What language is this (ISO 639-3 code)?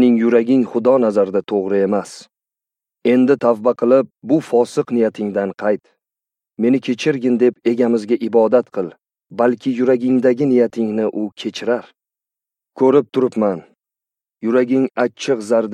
uzb